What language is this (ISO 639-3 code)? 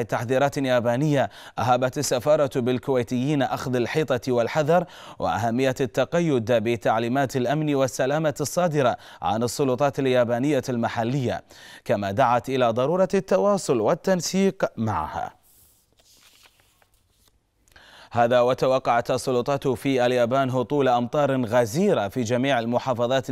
ara